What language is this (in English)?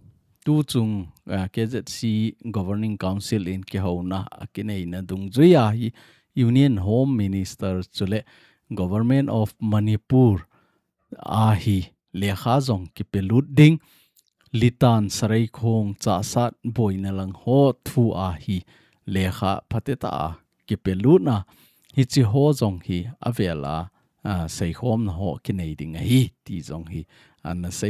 Thado Chin